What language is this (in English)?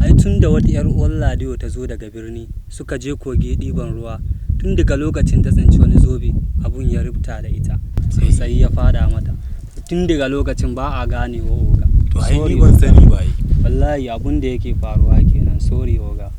Hausa